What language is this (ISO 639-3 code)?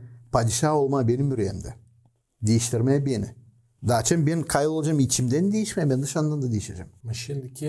gag